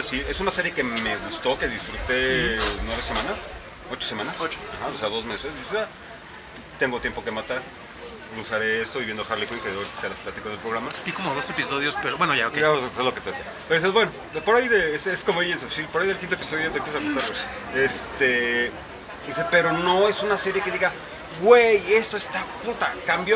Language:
Spanish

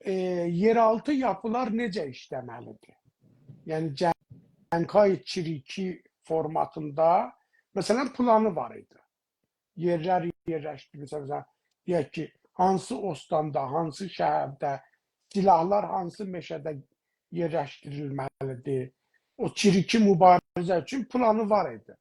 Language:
South Azerbaijani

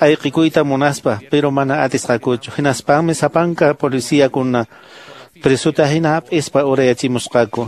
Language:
Quechua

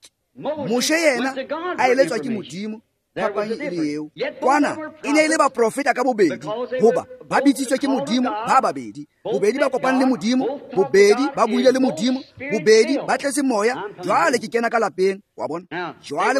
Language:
Tswana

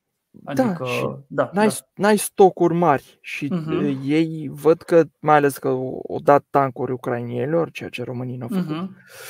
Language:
Romanian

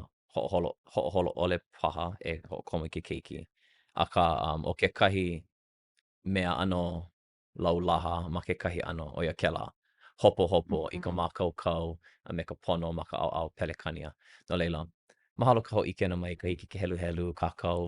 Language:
Hawaiian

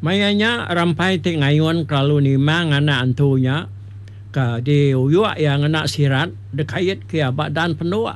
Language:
Iban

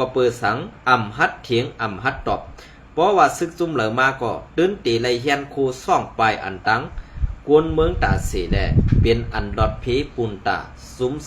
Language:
Shan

